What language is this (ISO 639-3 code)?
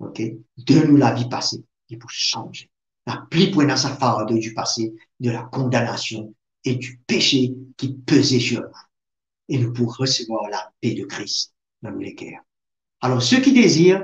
mfe